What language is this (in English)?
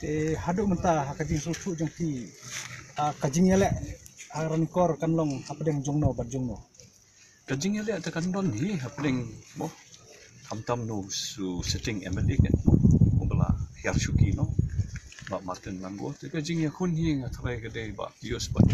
Khasi